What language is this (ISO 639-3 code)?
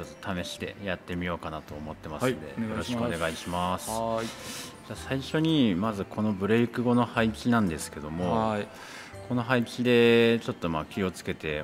jpn